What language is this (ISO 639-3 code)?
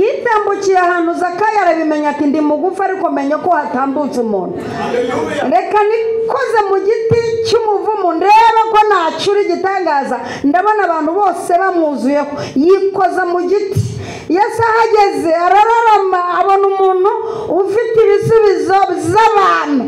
kin